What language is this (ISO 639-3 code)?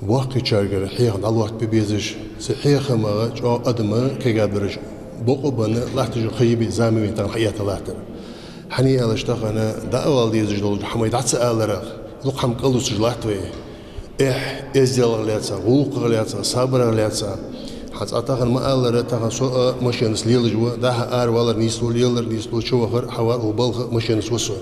inh